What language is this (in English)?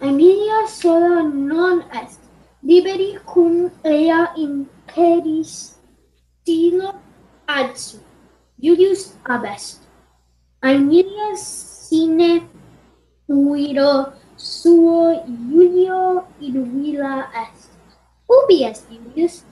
Latin